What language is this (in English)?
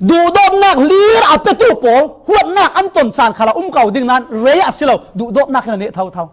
Falam Chin